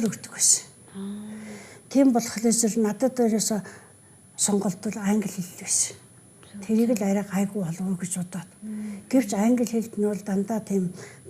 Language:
Mongolian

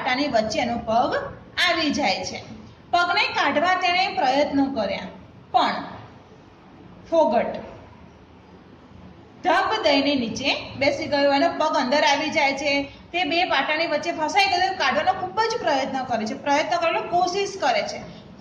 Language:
Gujarati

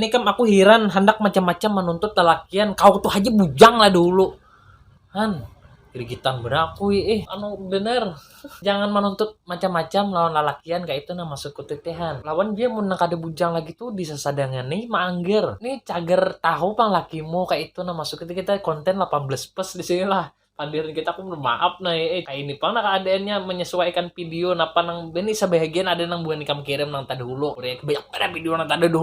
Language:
Banjar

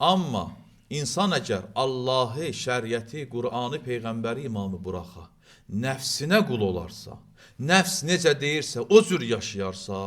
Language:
Azerbaijani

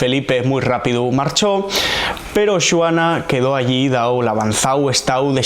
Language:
Asturian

